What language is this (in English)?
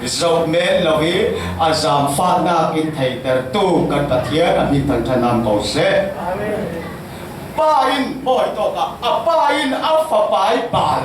Falam Chin